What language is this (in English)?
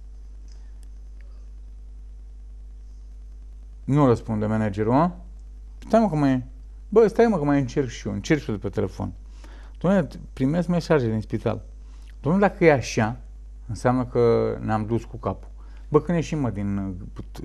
Romanian